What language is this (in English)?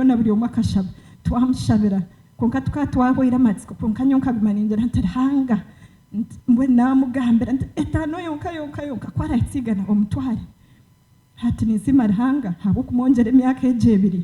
Nyankole